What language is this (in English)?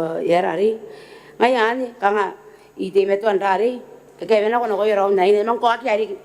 Gilbertese